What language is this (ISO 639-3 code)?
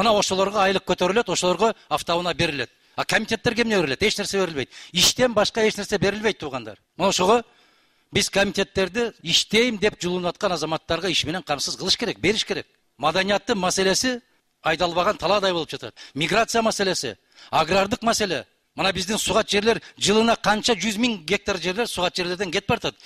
kir